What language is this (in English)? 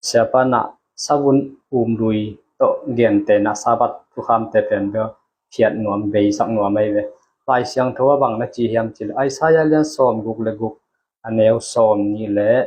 Tedim Chin